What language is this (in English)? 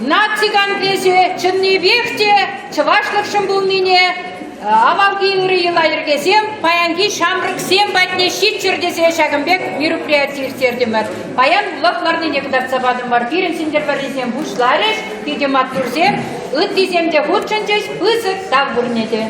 Chuvash